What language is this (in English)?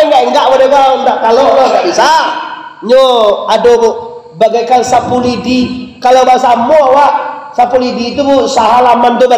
Minangkabau